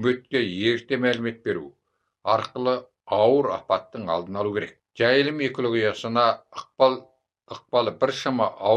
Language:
Kazakh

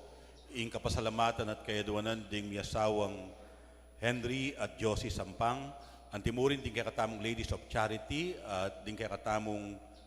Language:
Pampanga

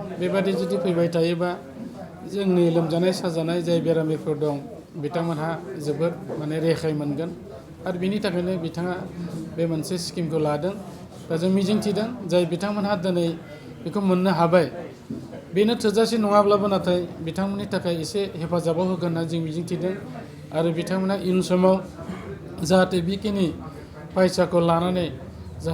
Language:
Bodo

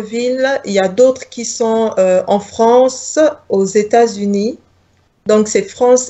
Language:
French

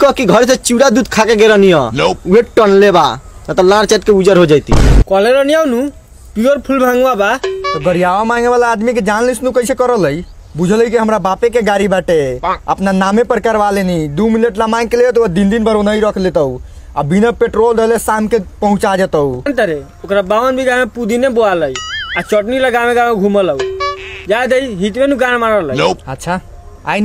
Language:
Bhojpuri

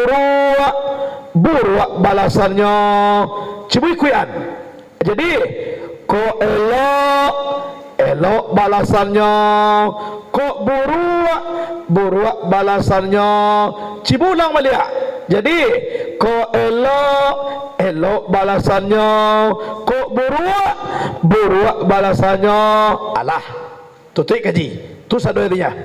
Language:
Minangkabau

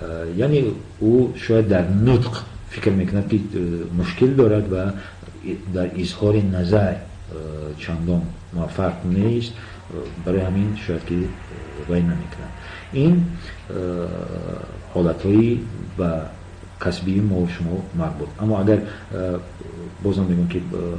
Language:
Tajik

